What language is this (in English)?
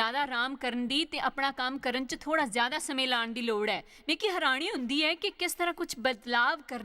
Dogri